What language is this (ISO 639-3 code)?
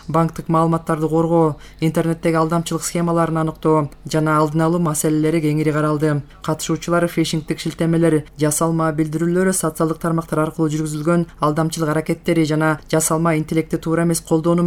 kir